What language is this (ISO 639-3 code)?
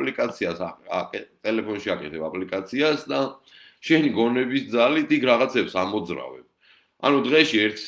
kat